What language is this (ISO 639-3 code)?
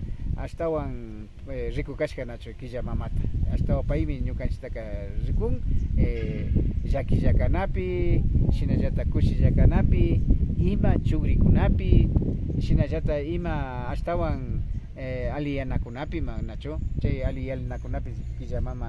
qvi